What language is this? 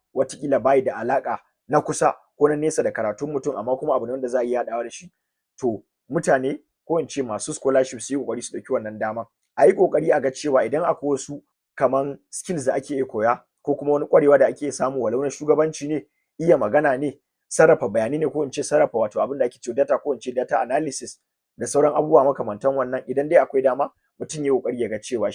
Hausa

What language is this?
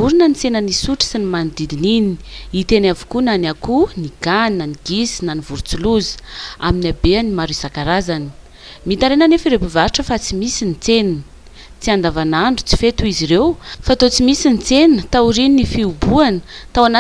Malagasy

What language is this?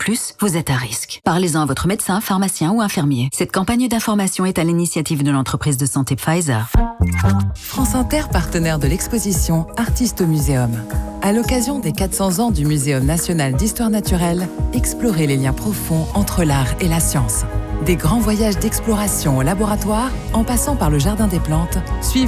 French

